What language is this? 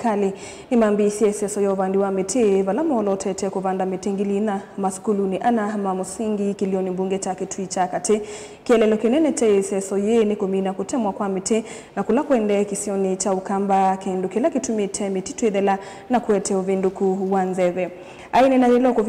Kamba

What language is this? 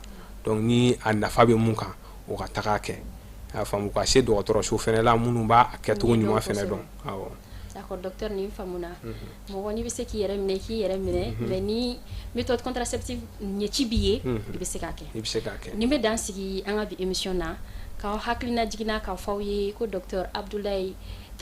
Bambara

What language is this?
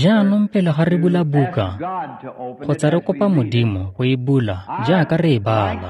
Tswana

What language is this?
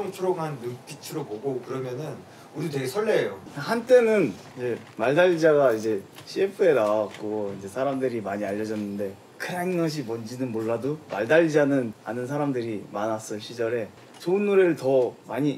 Korean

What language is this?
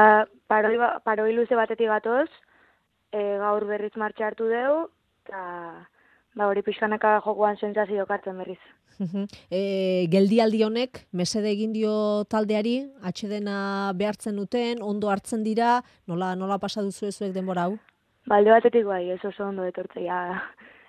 Basque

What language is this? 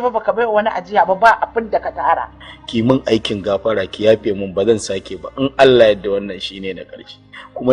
Hausa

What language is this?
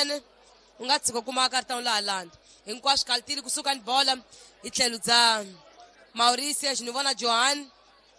Tsonga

